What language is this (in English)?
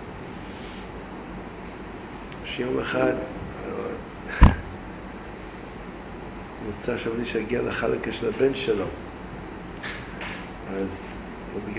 Hebrew